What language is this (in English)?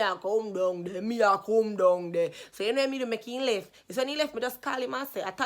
Jamaican Creole English